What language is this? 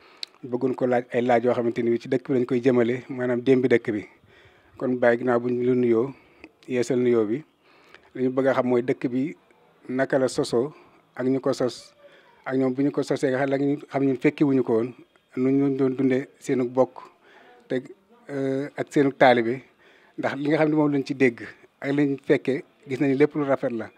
Wolof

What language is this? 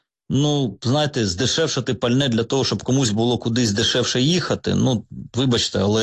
Ukrainian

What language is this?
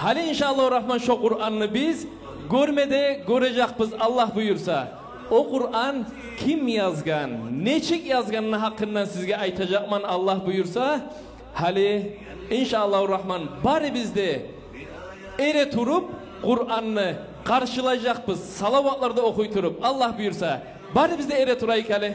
Kumyk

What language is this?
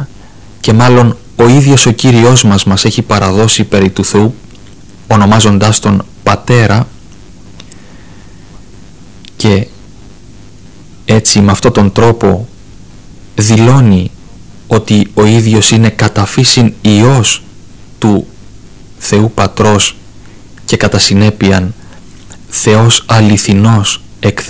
Greek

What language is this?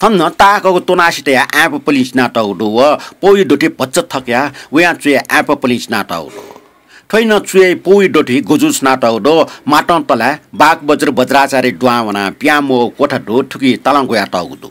Newari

